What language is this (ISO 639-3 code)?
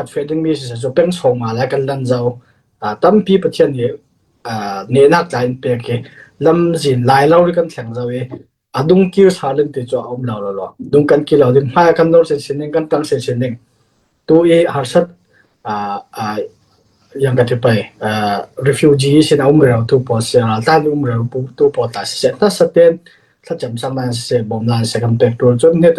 cfm